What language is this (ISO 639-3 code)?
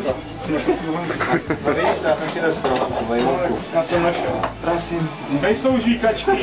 ces